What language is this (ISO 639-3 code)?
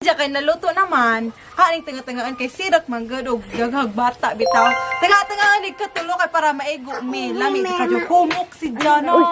ceb